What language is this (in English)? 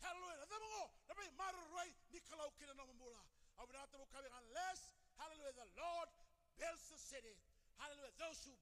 Fijian